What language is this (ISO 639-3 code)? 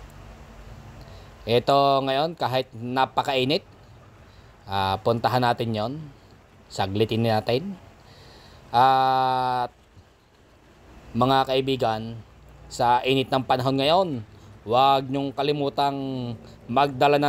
fil